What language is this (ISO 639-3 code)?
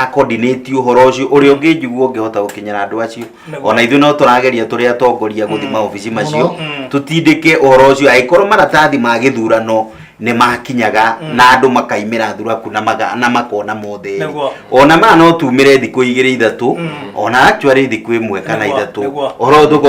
kik